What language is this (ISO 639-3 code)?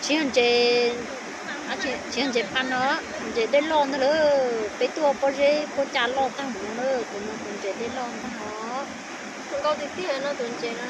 hmn